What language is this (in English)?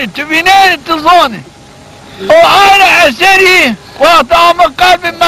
Zaza